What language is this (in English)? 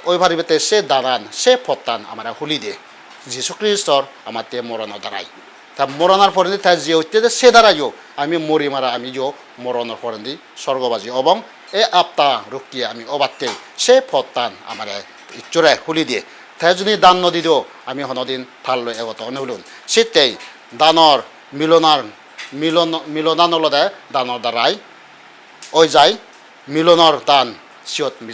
Chakma